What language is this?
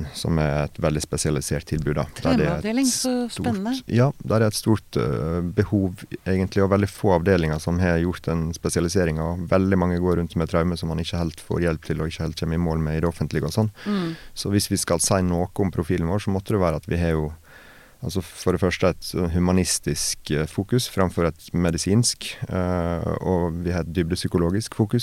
Norwegian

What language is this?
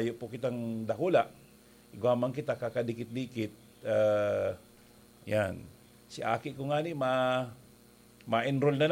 Bikol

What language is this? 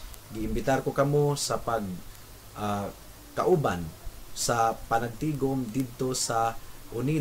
Cebuano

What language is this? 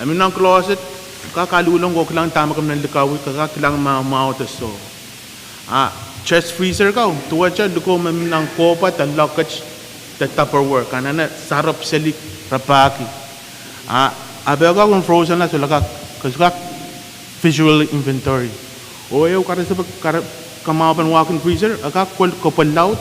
Pohnpeian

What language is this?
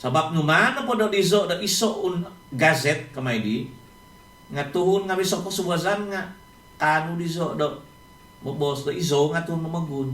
Central Dusun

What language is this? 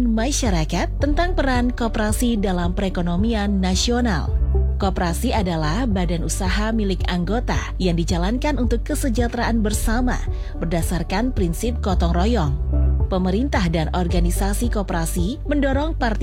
Indonesian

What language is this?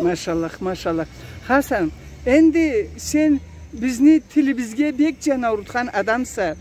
Karachay-Balkar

